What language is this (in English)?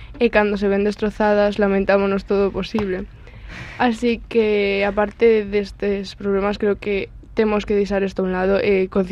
Galician